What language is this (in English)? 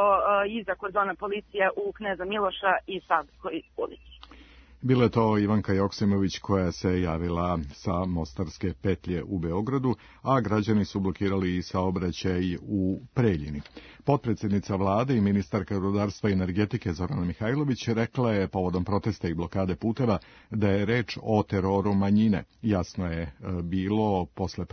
Serbian